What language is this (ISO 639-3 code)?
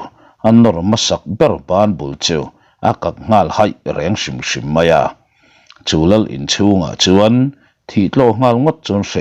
lus